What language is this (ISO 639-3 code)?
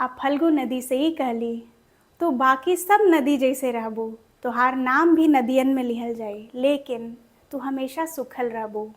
bho